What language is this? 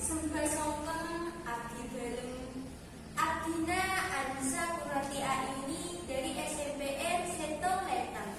Madurese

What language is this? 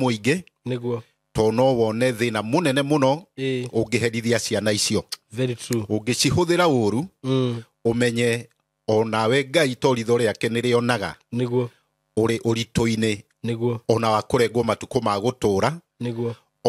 Kikuyu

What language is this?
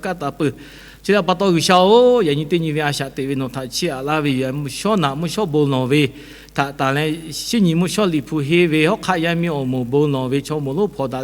Lahu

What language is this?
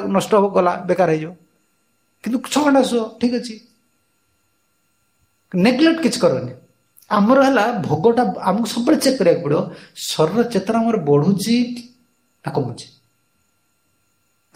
Odia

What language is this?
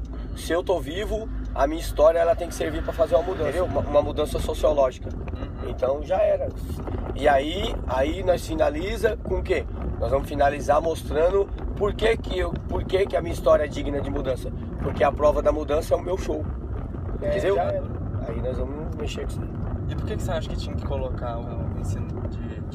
Portuguese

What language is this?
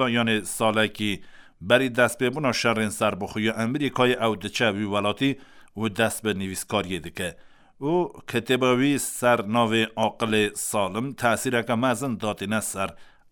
Kurdish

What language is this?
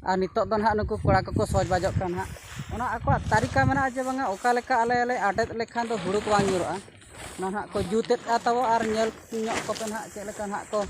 Santali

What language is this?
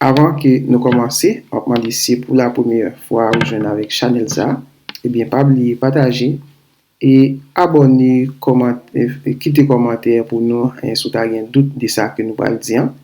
Haitian Creole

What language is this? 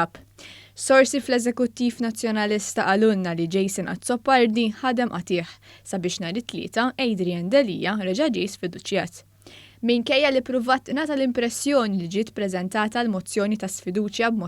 Maltese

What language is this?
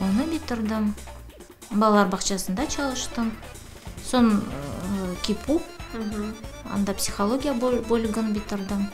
Crimean Tatar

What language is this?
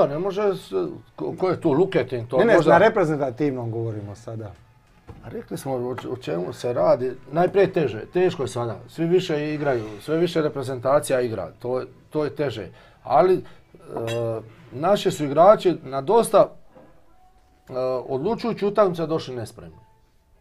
Croatian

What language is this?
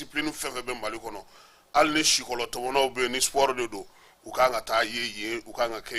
Bambara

